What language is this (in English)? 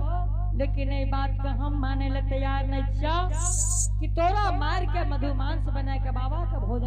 Angika